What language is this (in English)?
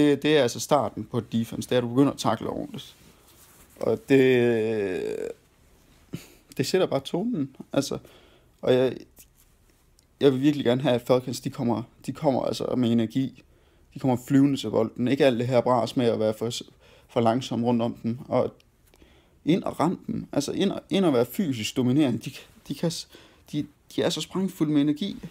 Danish